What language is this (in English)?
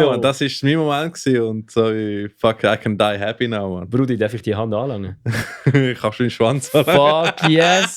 Swiss German